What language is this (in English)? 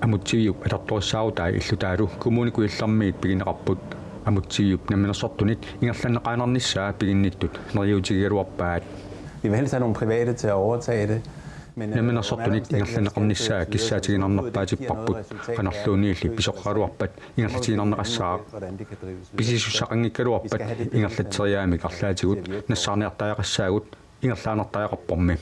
Kalaallisut